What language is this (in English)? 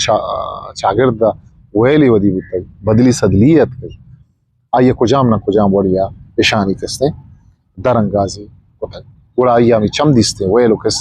Eastern Balochi